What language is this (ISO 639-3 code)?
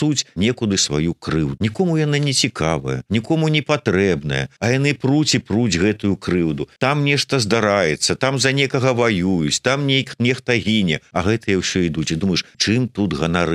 bel